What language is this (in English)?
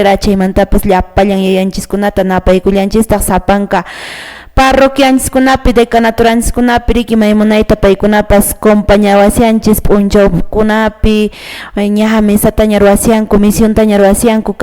Quechua